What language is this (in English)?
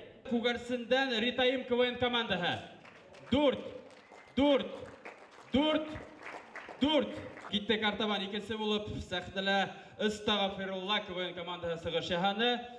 Bashkir